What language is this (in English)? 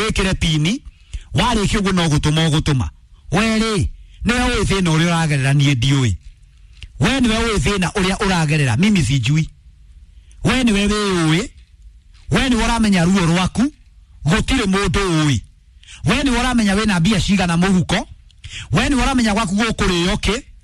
Kikuyu